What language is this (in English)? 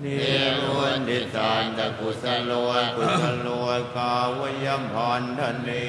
Pali